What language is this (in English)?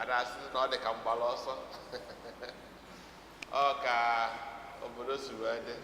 Igbo